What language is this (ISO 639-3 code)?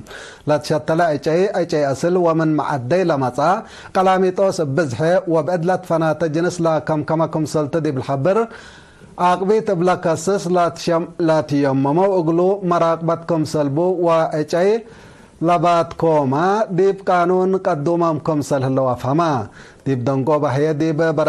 tig